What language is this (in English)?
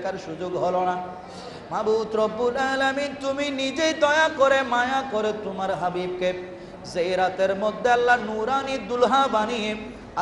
Bangla